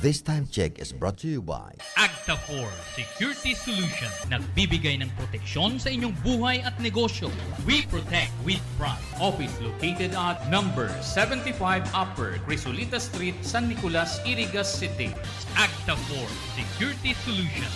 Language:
Bikol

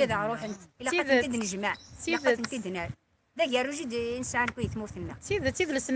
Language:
Kabyle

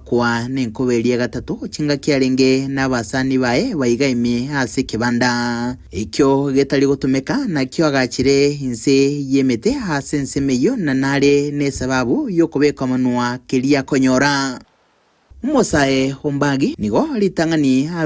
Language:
Gusii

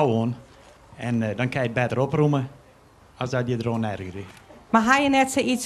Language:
Western Frisian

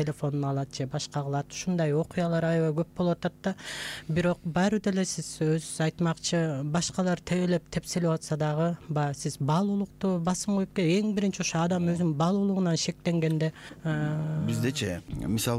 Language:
Kyrgyz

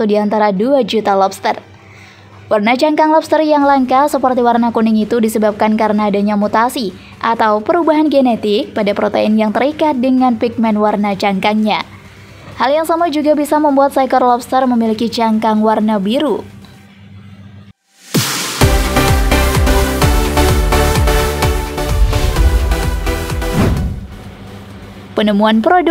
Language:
Indonesian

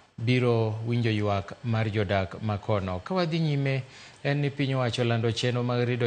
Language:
Luo (Kenya and Tanzania)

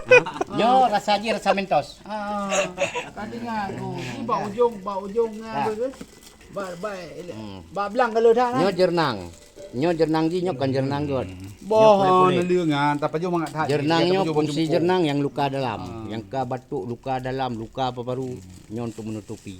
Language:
Achinese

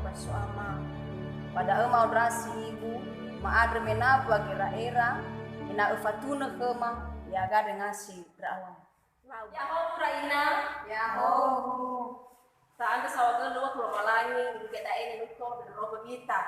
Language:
Nias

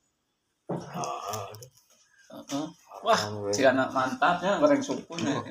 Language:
Sundanese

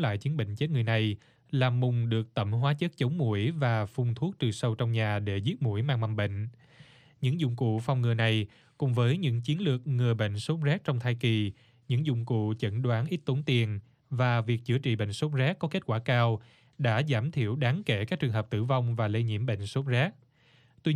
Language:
Vietnamese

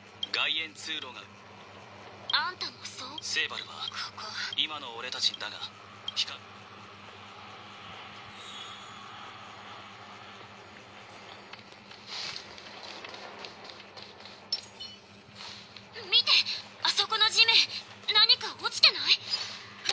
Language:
Japanese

